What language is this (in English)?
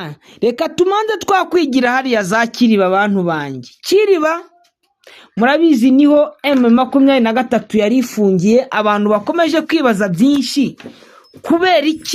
Kinyarwanda